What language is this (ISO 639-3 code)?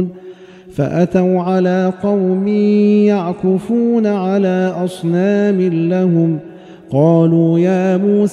ara